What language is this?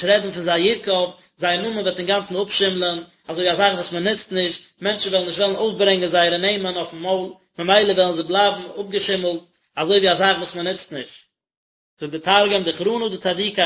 Yiddish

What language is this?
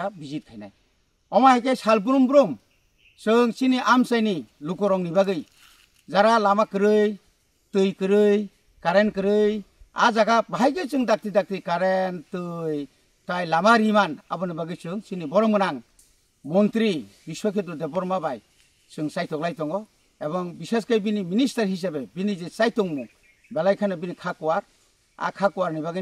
Kok Borok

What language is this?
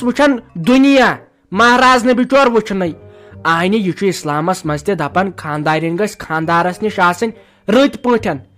Kashmiri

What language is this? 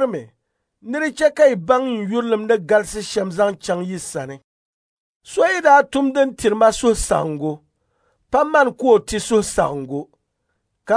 Dagbani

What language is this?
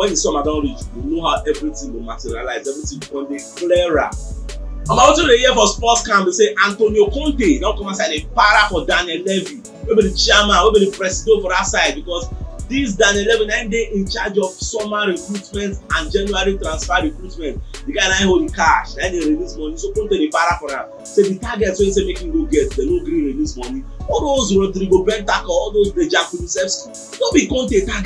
Nigerian Pidgin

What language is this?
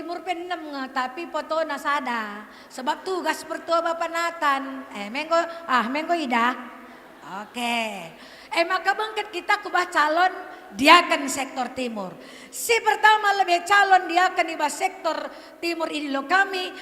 Batak Karo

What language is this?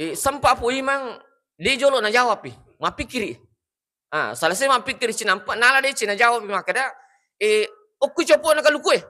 Buginese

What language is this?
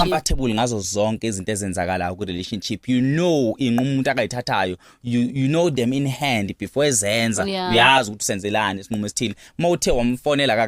Zulu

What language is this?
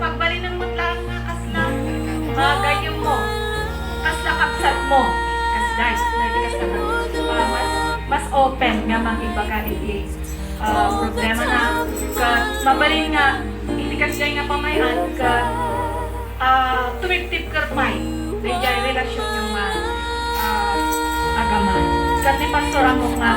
Iloko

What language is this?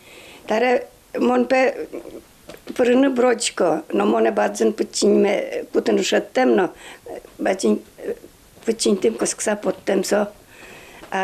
Udmurt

